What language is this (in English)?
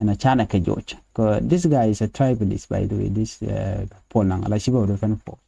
Nuer